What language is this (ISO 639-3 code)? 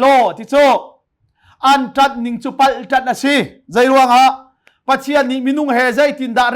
cnh